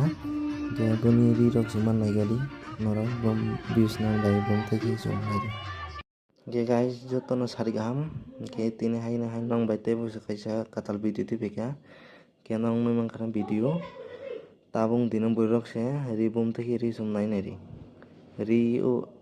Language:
Kok Borok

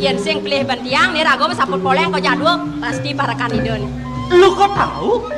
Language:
Balinese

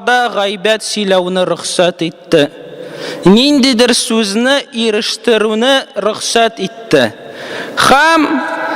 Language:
Tatar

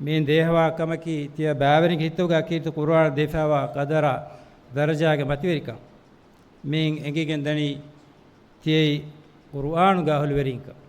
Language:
Divehi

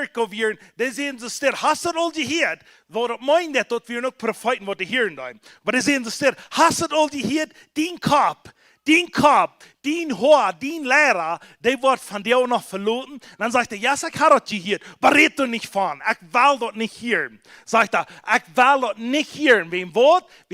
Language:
Plautdietsch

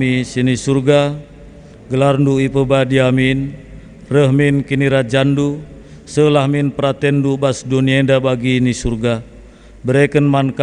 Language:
Batak Karo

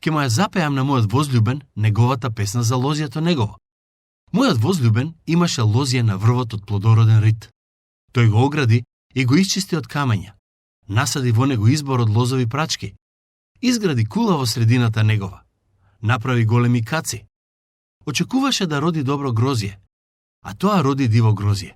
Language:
Macedonian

